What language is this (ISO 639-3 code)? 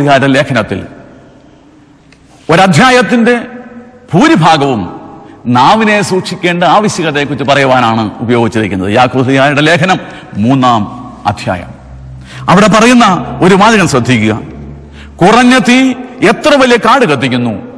mal